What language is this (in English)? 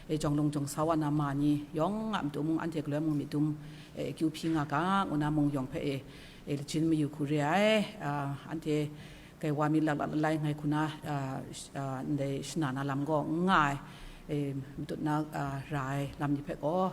Kachin